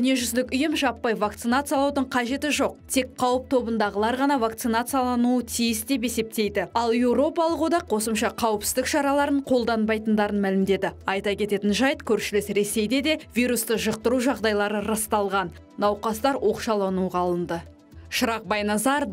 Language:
Kazakh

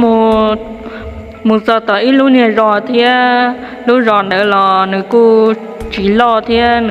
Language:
Hmong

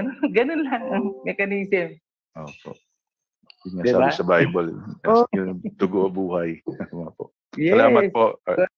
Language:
Filipino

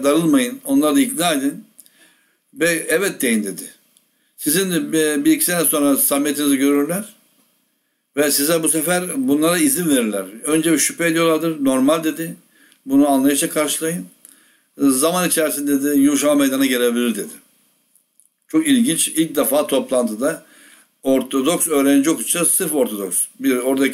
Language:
Turkish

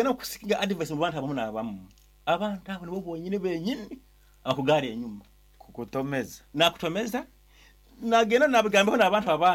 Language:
Nyankole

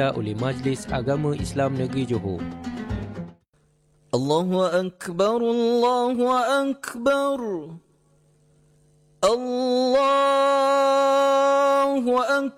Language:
Malay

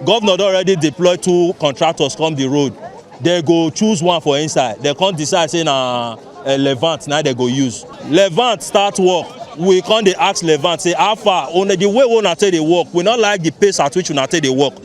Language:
Nigerian Pidgin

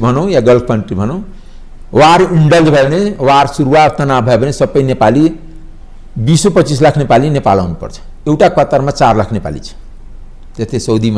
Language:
Nepali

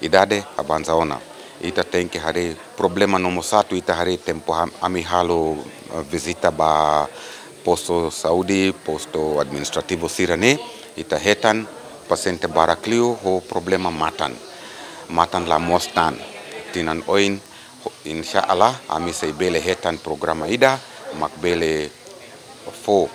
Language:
Tetum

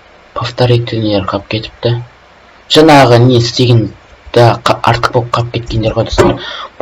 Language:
Kazakh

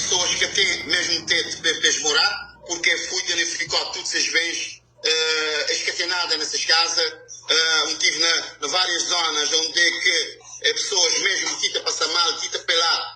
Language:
Kabuverdianu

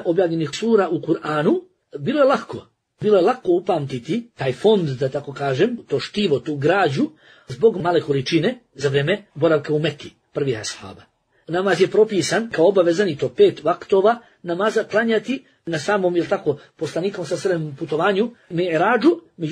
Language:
Bosnian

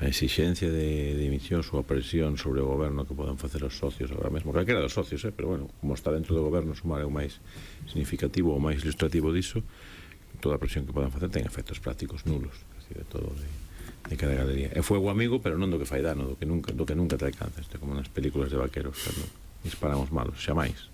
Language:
Galician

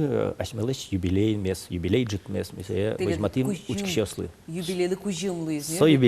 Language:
Udmurt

